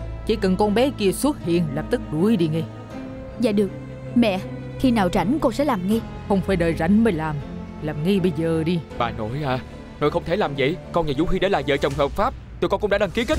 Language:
Vietnamese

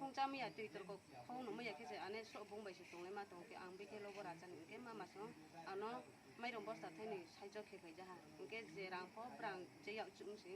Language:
Kok Borok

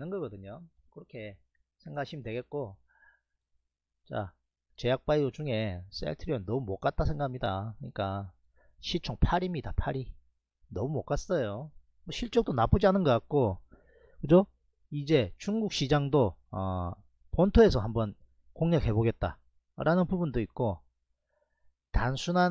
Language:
Korean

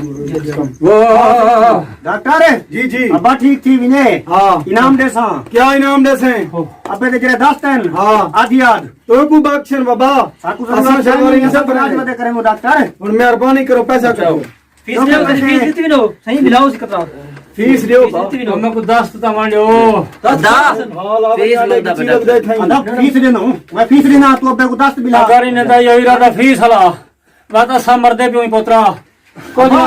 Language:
Saraiki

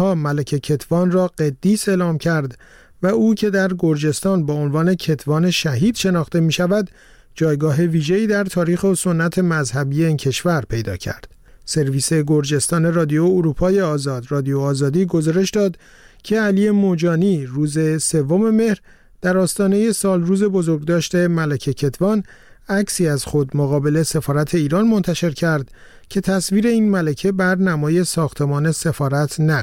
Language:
Persian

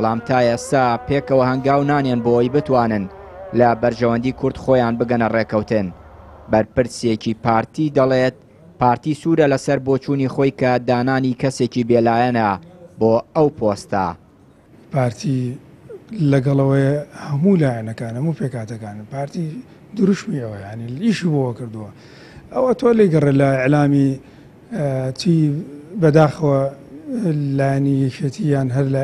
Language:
Central Kurdish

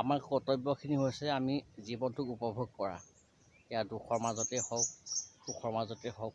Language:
Assamese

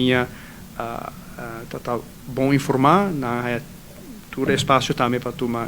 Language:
Papiamento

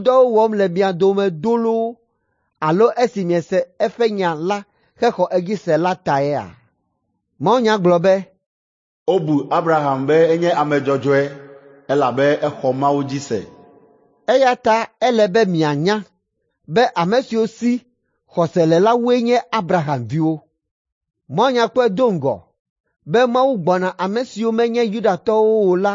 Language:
Ewe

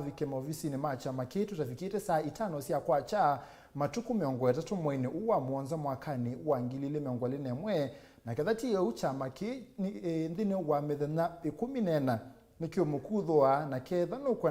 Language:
Kamba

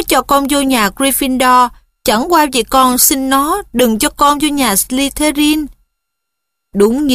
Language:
Vietnamese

